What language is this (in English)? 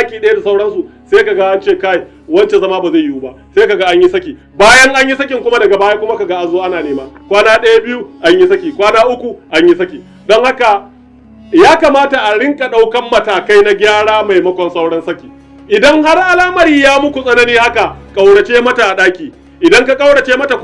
Hausa